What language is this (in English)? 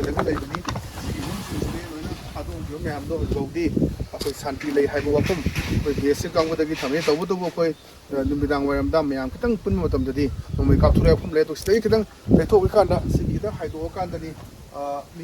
Manipuri